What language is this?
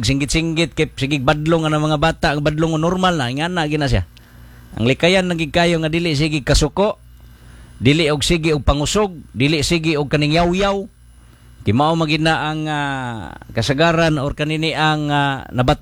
Cebuano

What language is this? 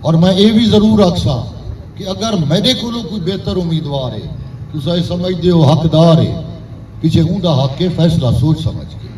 Saraiki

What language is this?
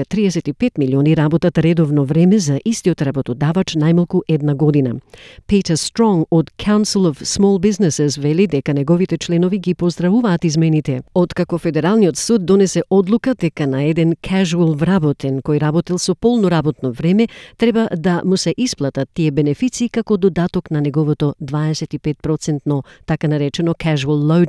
Macedonian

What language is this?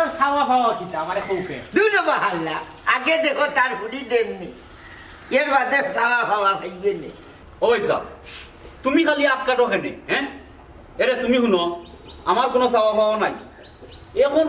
Sylheti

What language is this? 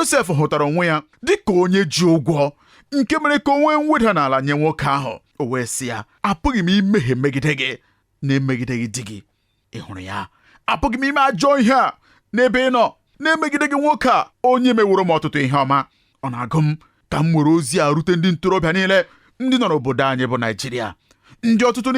Igbo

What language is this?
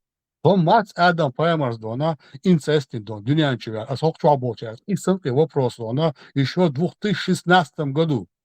Chechen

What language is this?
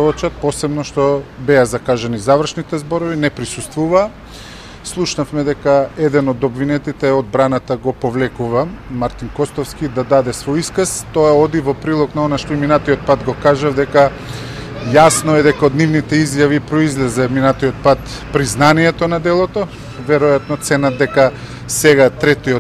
Macedonian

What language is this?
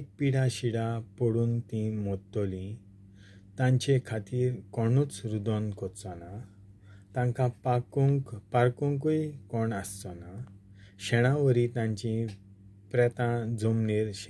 Konkani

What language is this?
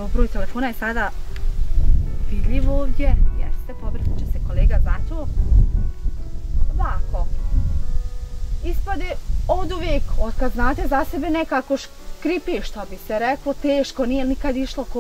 Bosnian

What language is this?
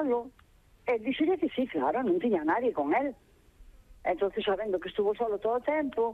Galician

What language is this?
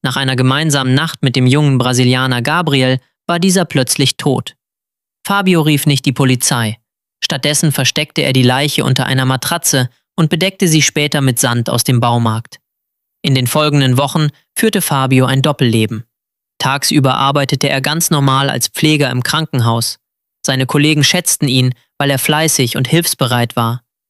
German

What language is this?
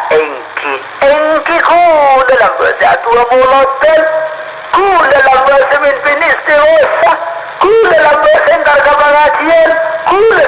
Madurese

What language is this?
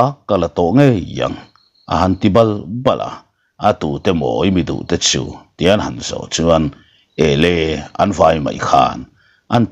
Mizo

